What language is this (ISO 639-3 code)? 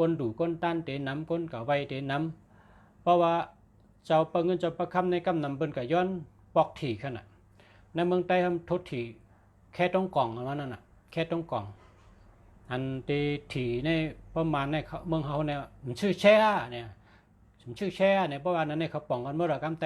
shn